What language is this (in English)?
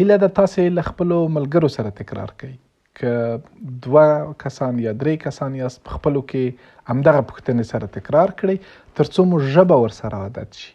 Pashto